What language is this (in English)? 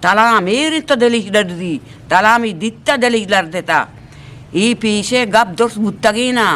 Eastern Balochi